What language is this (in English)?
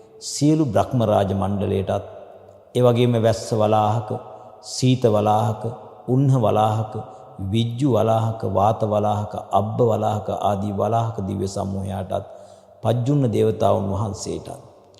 Sinhala